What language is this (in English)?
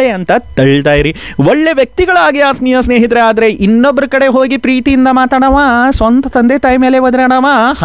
Kannada